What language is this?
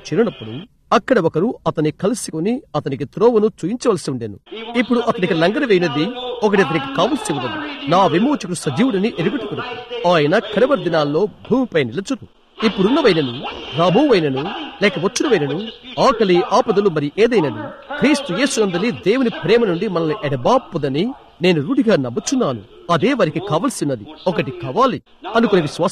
Telugu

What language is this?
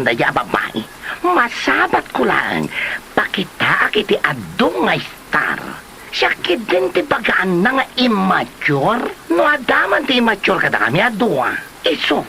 Iloko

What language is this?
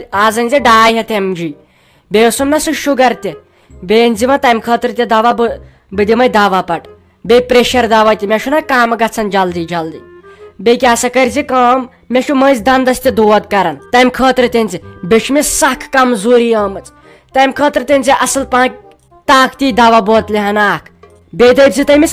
Kashmiri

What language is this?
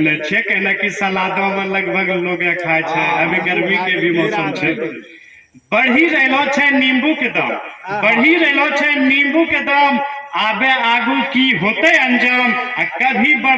Angika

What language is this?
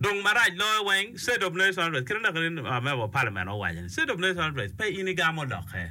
Acoli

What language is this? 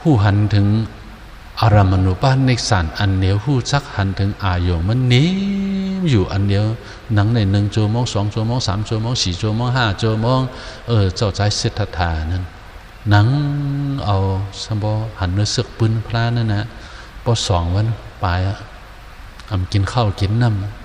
Shan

